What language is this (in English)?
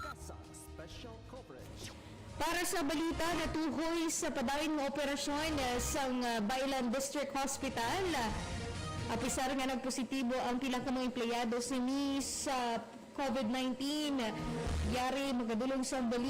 Hiligaynon